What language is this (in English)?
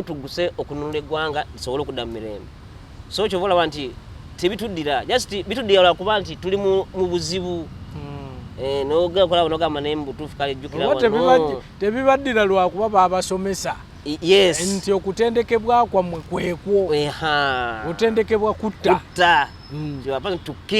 Ganda